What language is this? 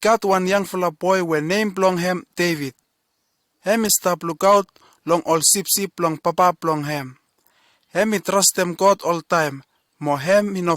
Bislama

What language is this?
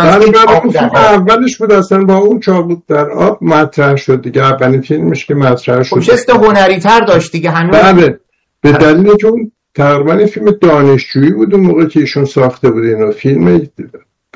Persian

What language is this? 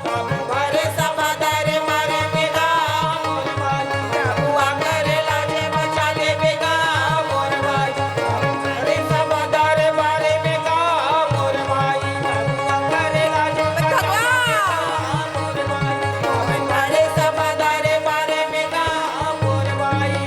Chhattisgarhi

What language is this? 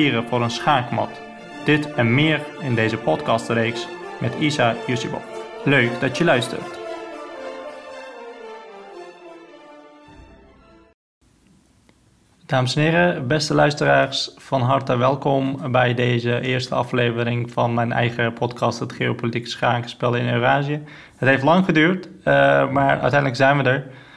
Dutch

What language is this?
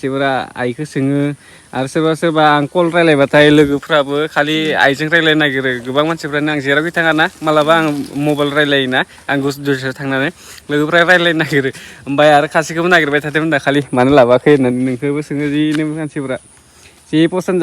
Bodo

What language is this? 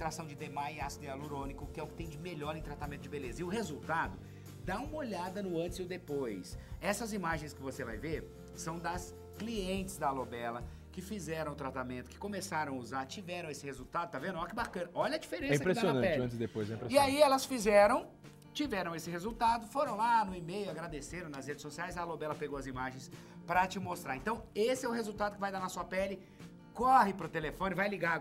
Portuguese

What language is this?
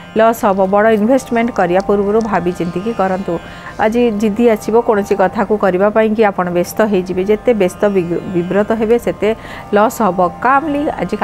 Odia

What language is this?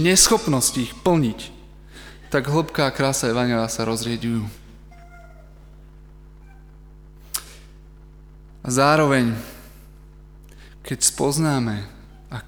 Slovak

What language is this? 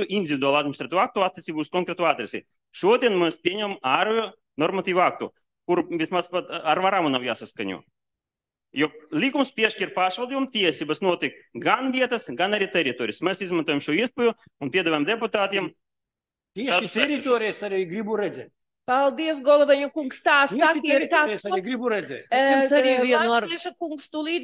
Latvian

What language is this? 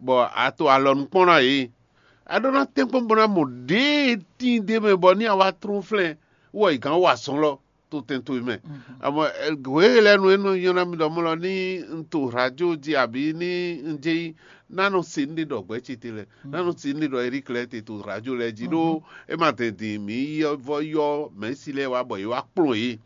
Fon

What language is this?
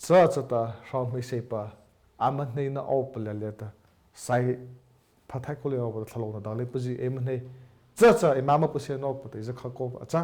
Mara Chin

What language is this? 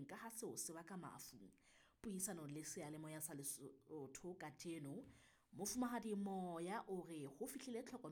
Southern Sotho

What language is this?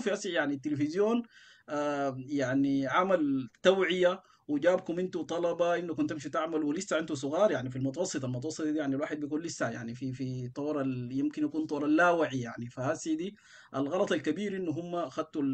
Sudanese Arabic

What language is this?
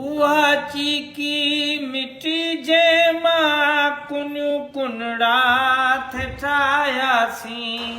Sindhi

